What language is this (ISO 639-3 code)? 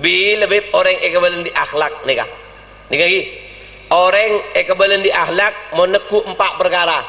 mad